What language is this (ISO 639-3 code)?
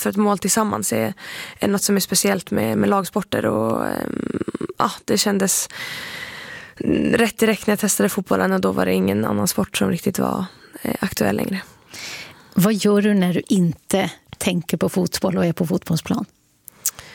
swe